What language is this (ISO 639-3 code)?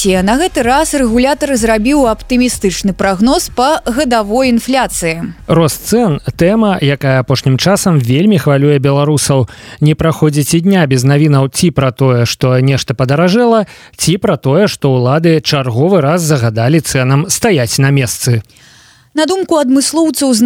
bel